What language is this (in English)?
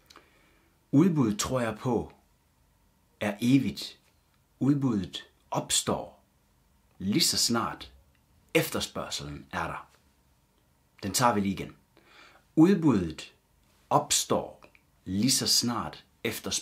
Danish